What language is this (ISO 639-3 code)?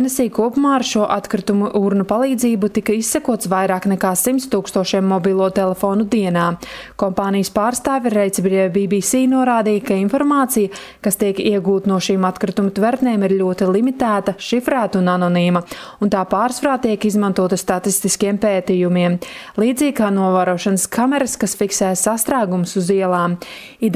lav